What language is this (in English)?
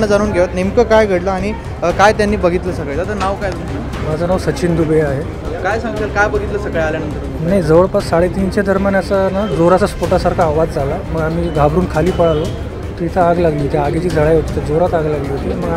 Marathi